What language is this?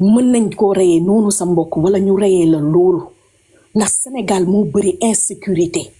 Wolof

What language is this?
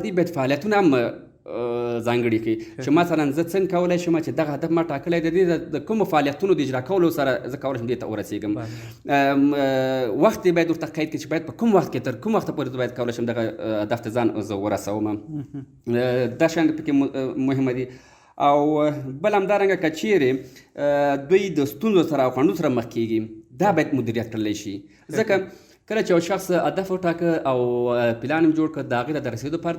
Pashto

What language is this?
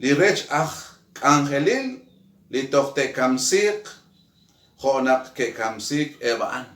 Kekchí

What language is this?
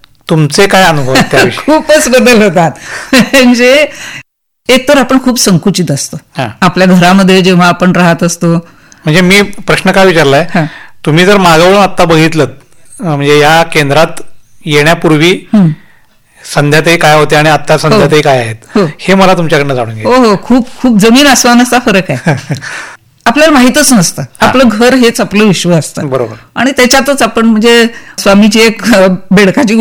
Marathi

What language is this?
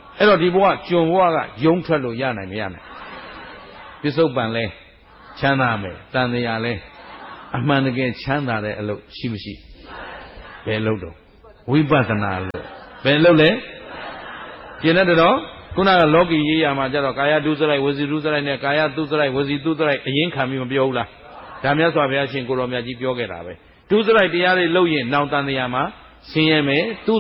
Burmese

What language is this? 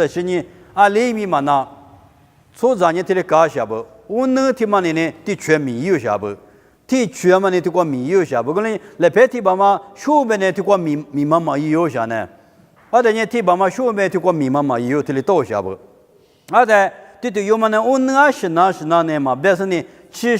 Lisu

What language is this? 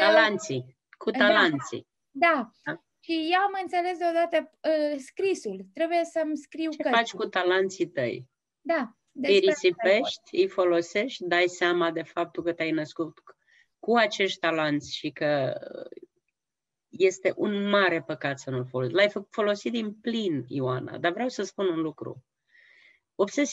Romanian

